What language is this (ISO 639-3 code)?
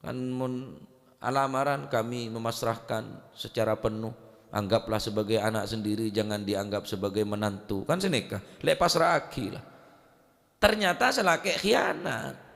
mad